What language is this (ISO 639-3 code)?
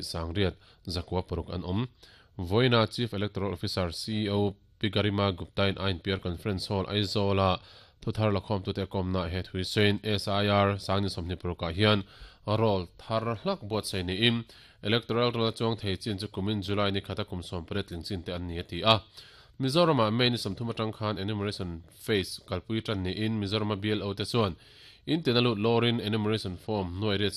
lus